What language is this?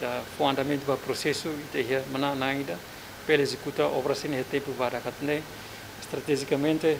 Tetum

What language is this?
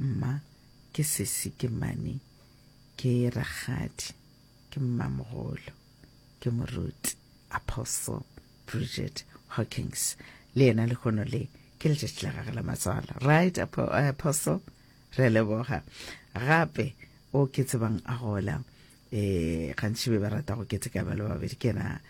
Northern Sotho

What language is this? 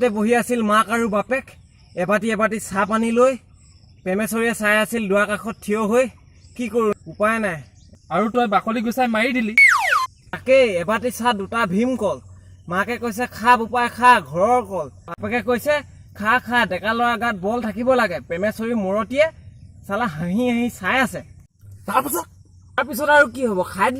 Assamese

